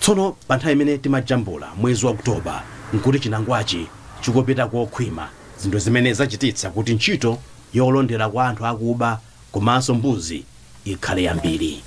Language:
Nyanja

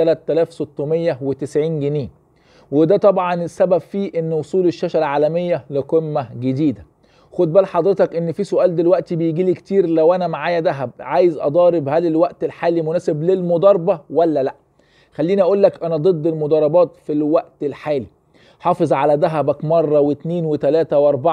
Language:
Egyptian Arabic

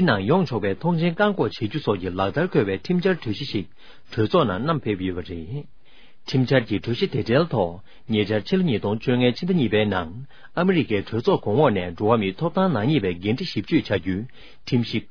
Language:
Tibetan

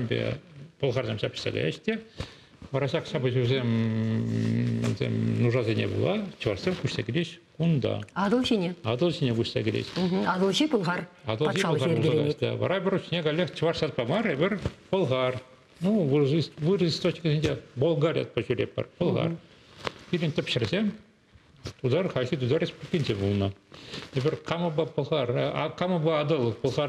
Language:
Chuvash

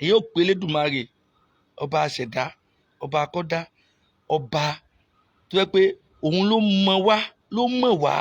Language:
Yoruba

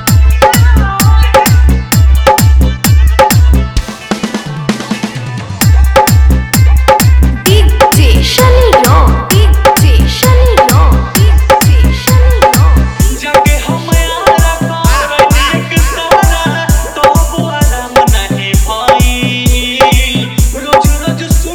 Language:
Bhojpuri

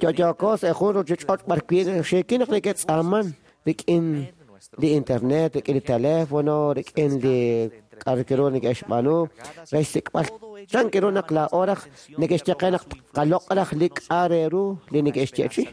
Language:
Kekchí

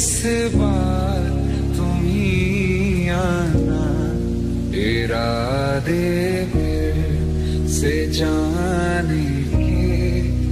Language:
Hindi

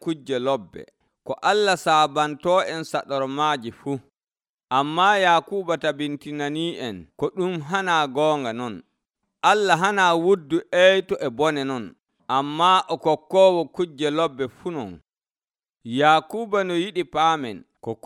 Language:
Nigerian Fulfulde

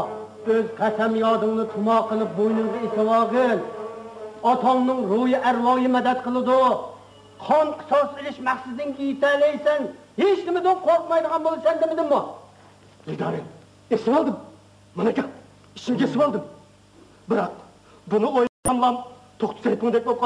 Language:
Uyghur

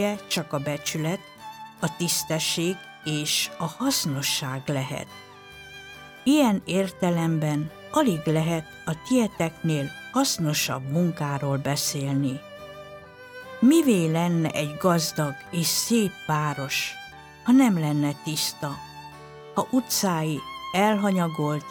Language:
Hungarian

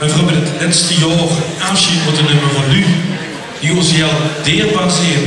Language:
Limburgish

